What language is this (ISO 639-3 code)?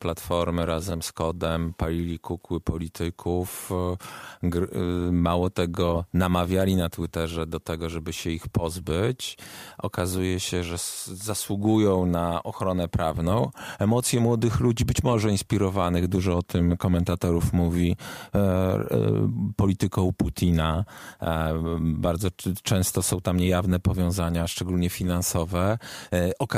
pol